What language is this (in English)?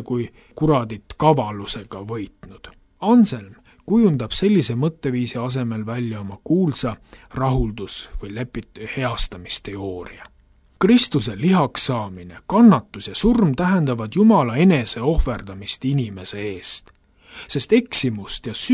Estonian